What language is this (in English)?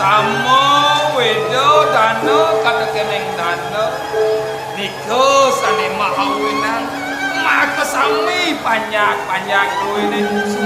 Balinese